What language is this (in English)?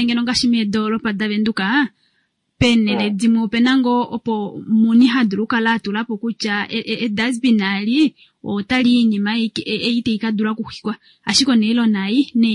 Kuanyama